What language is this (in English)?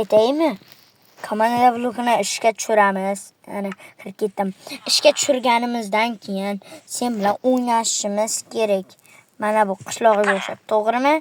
Uzbek